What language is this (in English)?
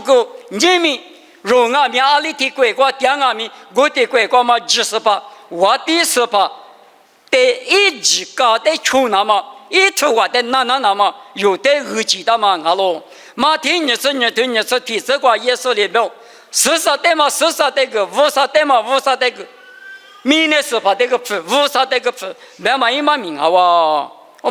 Lisu